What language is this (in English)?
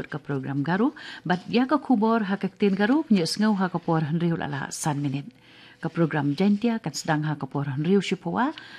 Khasi